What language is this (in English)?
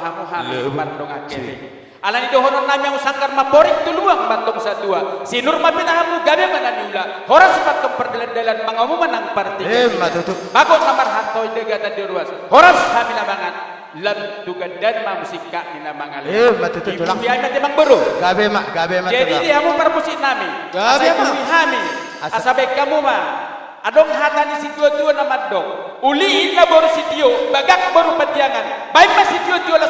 Batak Toba